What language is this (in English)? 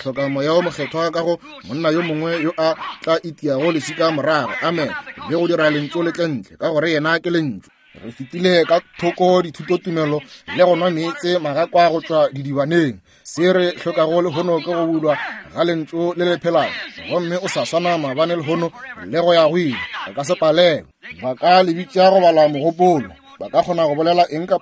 Northern Sotho